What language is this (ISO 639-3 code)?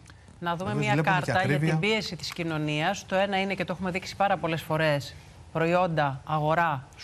ell